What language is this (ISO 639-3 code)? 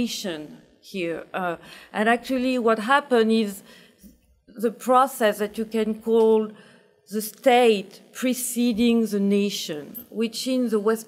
eng